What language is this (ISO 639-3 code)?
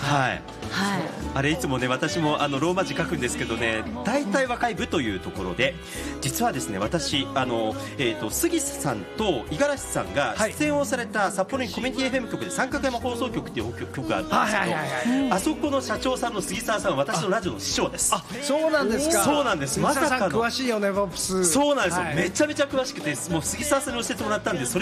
jpn